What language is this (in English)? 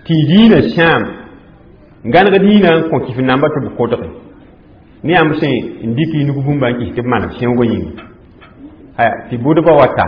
Mossi